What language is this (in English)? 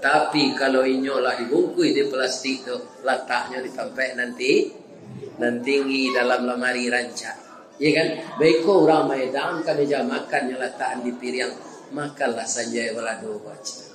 Minangkabau